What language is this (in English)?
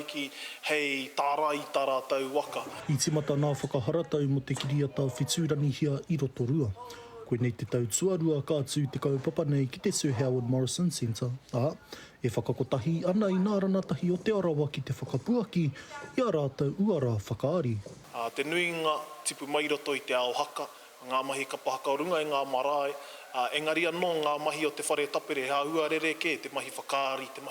Māori